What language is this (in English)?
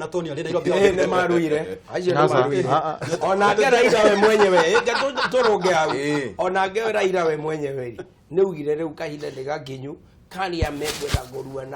Kikuyu